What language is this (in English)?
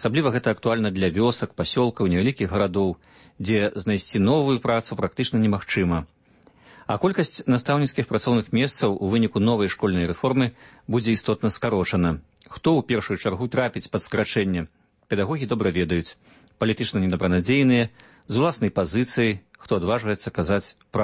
Belarusian